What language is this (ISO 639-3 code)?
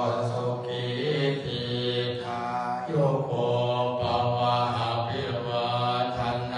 pli